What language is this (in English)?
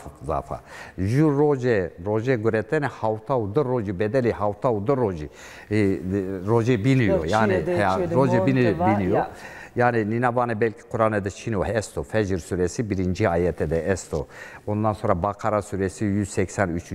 Zaza